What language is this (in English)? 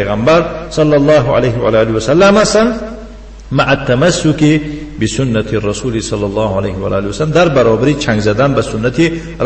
Tajik